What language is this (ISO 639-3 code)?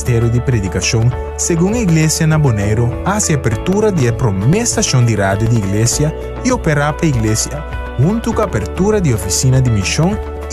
pap